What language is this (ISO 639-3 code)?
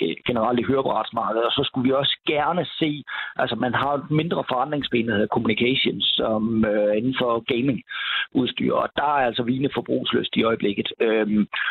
dan